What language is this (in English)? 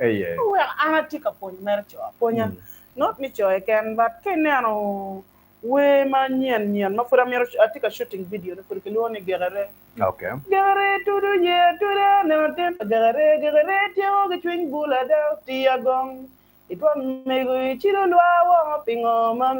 Acoli